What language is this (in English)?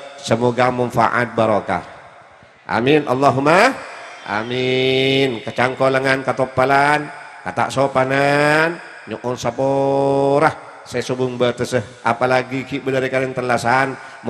Madurese